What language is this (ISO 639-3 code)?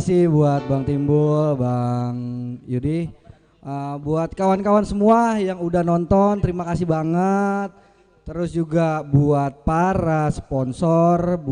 bew